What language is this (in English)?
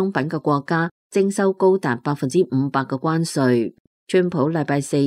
Cantonese